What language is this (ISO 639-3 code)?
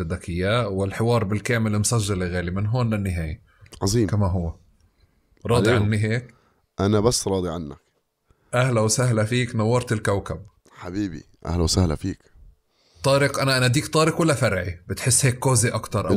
apc